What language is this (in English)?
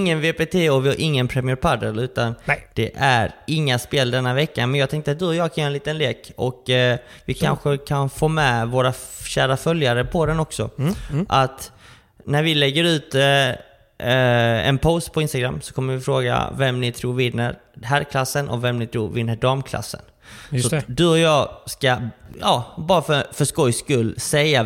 Swedish